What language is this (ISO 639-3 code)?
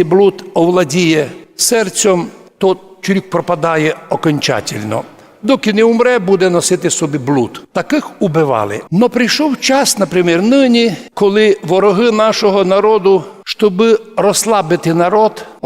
rue